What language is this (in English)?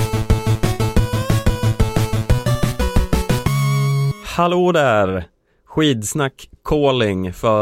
Swedish